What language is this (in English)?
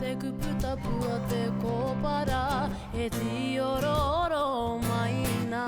Māori